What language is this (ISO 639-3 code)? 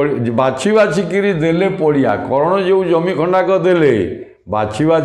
ori